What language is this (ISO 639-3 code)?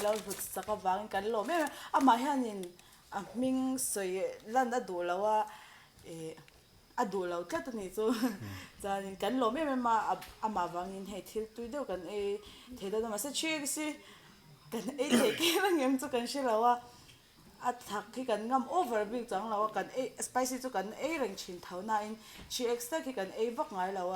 lus